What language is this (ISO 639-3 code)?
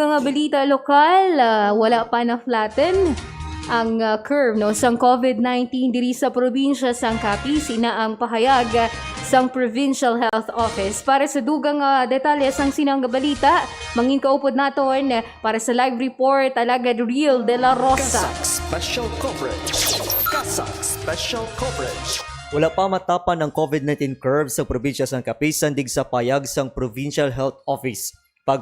hil